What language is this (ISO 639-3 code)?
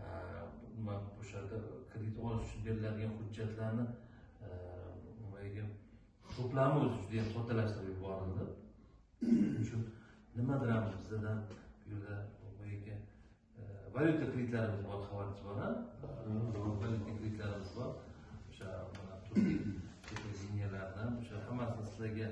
uzb